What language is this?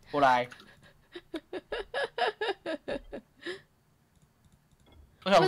Chinese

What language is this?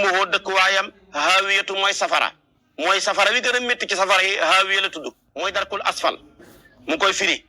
Wolof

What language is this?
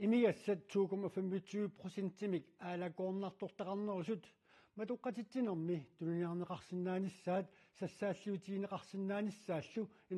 Kalaallisut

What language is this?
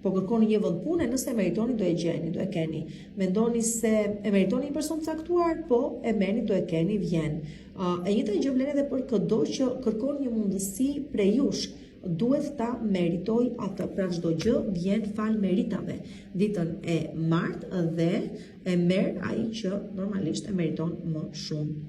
Albanian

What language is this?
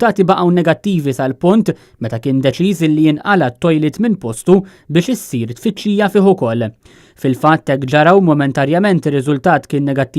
Maltese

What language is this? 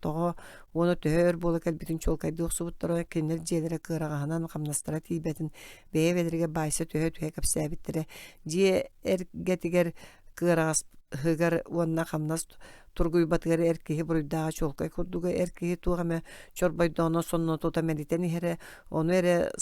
Yakut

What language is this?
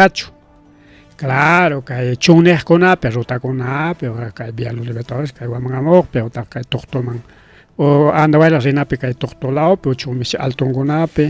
Ayacucho Quechua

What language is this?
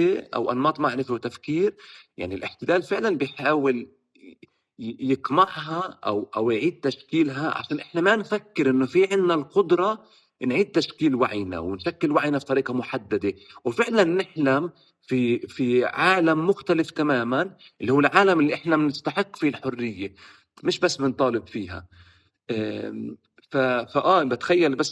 North Levantine Arabic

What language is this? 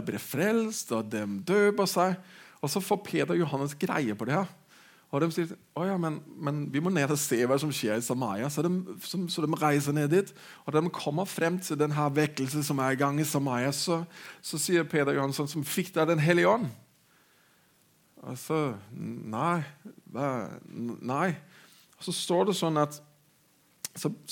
Norwegian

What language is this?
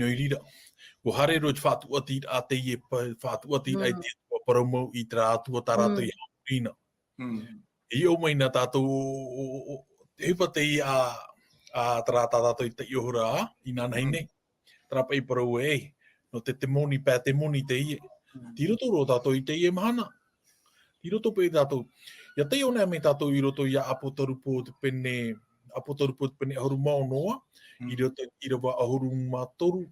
Tahitian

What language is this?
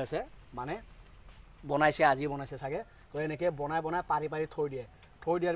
Assamese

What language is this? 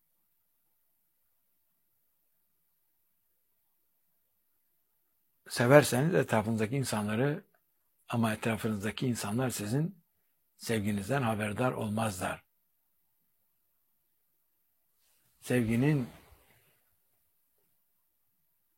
Turkish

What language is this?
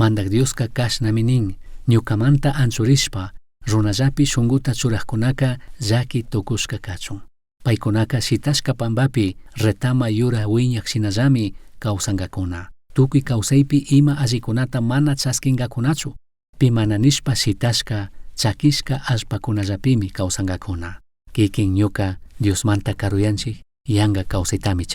Chimborazo Highland Quichua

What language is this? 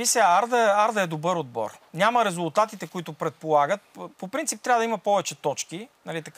Bulgarian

